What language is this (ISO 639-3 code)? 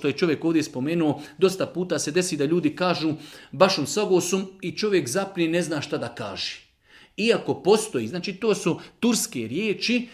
srp